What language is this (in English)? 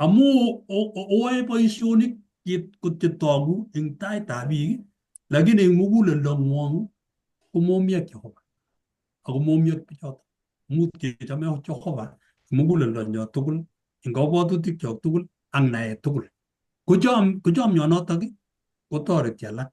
Kalenjin